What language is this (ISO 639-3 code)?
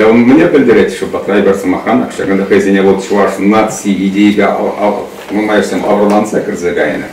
chv